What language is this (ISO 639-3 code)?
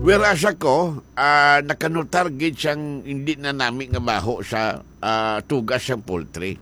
hil